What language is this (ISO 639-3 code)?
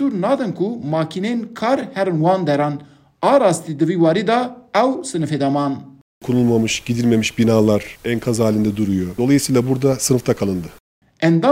kur